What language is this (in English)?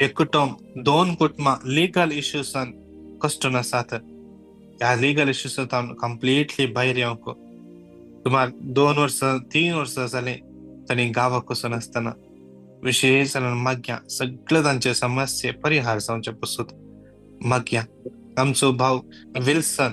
Konkani